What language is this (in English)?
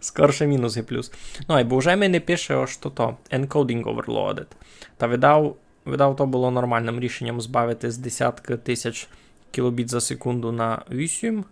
Rusyn